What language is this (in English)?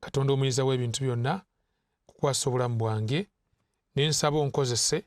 Ganda